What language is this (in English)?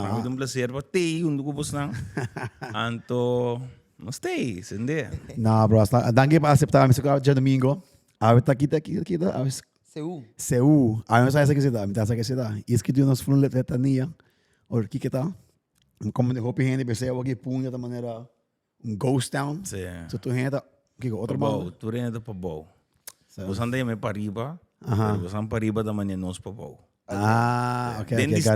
Papiamento